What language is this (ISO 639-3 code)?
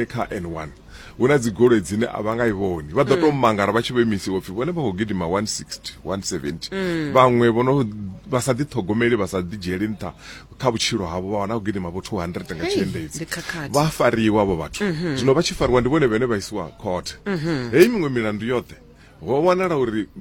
ven